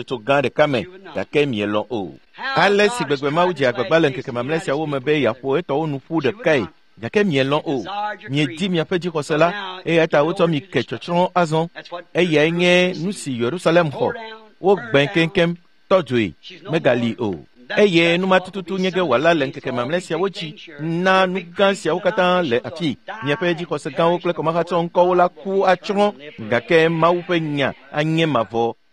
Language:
Ewe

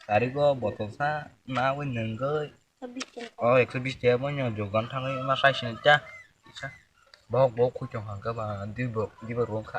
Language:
Kok Borok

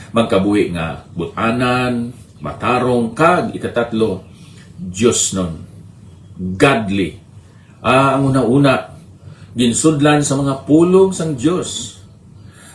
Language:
Hiligaynon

